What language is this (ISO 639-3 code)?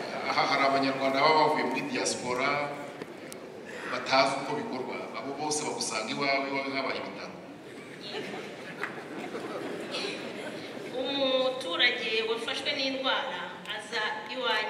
kin